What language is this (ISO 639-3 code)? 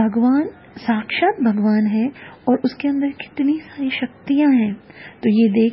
hin